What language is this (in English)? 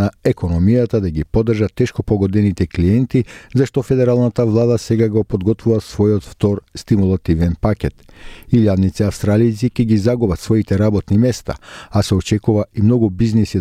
Macedonian